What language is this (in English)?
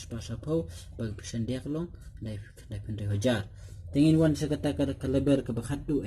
Khasi